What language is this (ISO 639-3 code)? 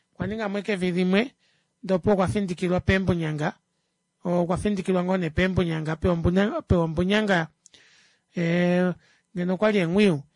kua